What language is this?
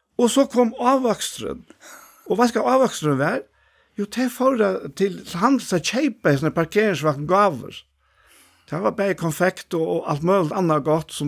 Faroese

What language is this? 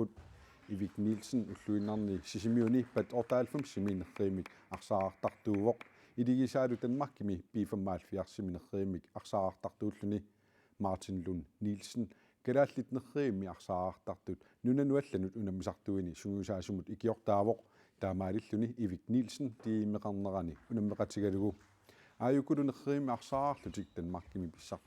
Kalaallisut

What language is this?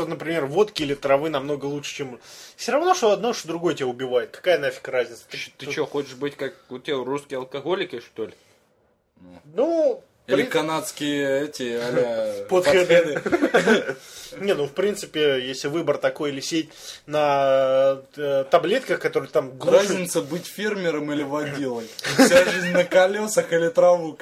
Russian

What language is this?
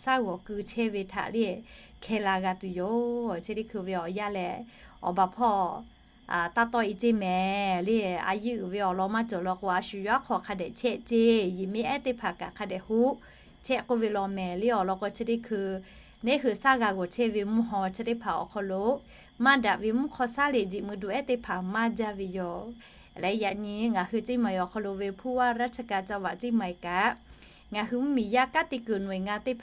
Lahu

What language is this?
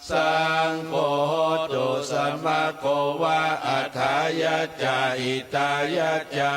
Pali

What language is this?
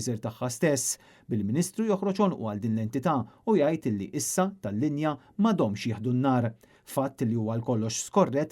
Maltese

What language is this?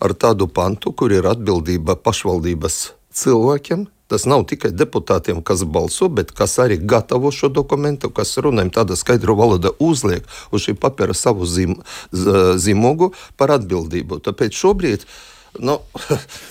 Latvian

